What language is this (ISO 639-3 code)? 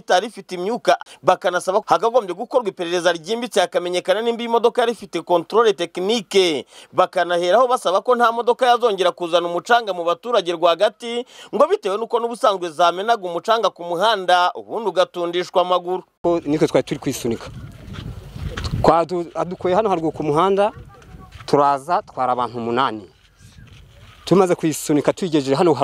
kin